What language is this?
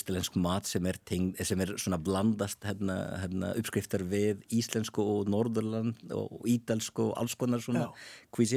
Icelandic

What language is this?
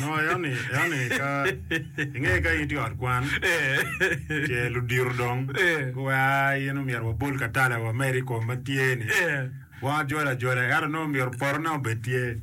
Acoli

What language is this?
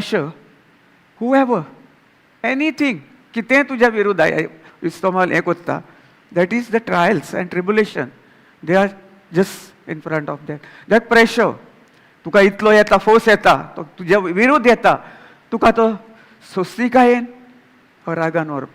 Konkani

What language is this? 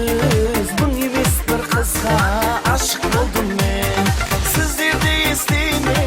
Kara-Kalpak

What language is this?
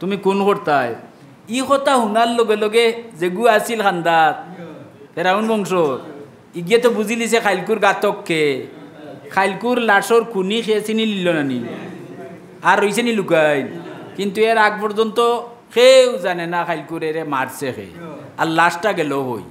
Sylheti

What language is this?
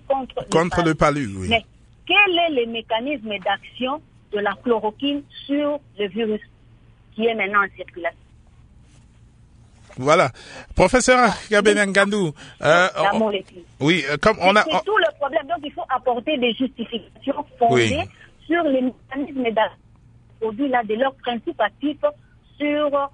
French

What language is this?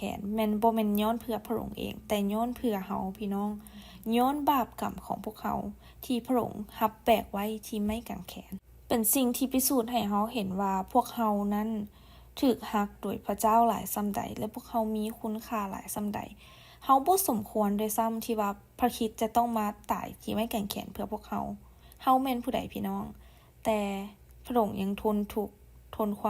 Lao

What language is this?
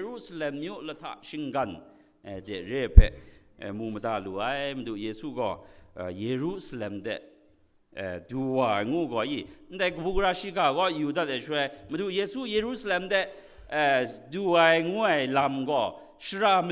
Kachin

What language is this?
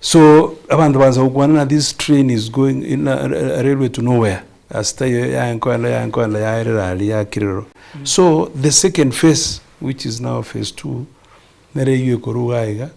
Gusii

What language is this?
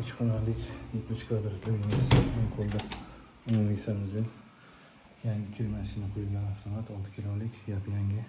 Uzbek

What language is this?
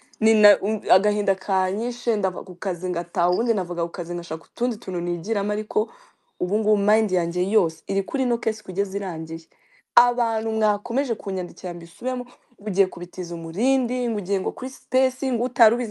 Kinyarwanda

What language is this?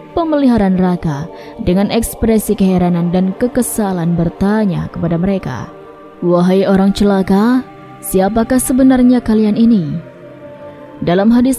Indonesian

